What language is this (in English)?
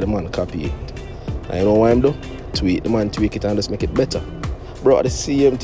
Jamaican Creole English